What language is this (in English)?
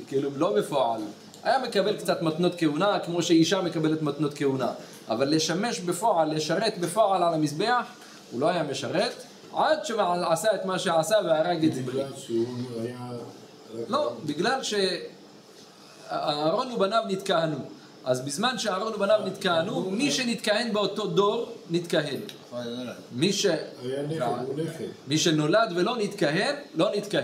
Hebrew